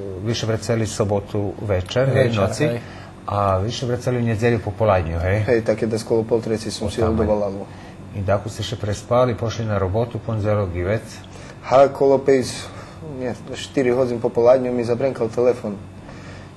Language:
Rusyn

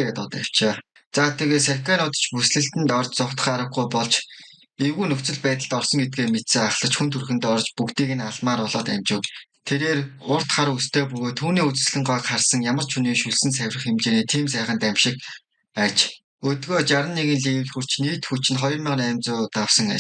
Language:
Mongolian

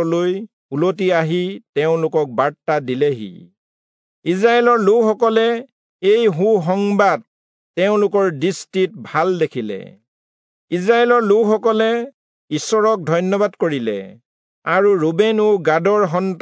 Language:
Assamese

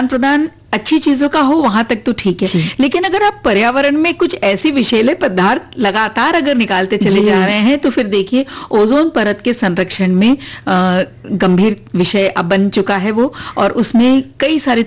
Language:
Hindi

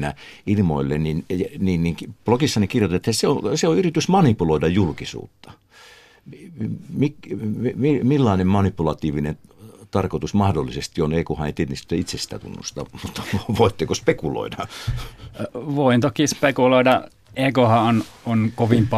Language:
Finnish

